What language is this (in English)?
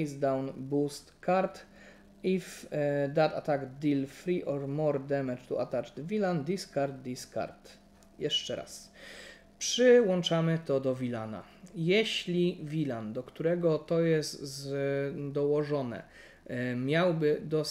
Polish